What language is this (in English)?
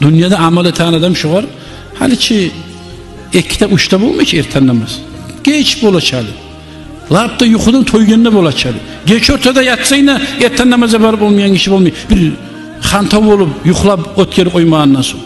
Kumyk